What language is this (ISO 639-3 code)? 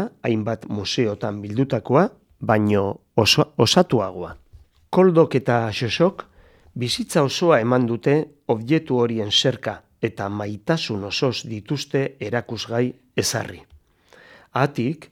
eus